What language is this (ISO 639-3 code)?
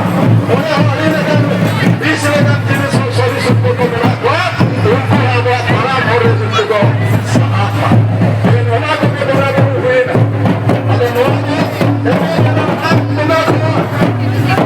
sat